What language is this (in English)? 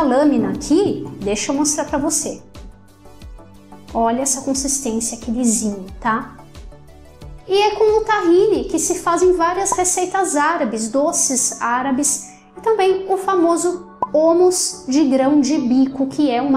Portuguese